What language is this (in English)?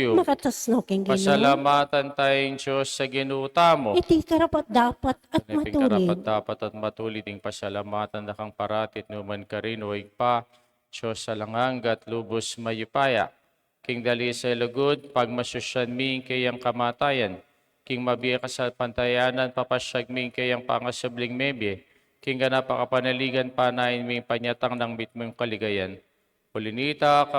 Pampanga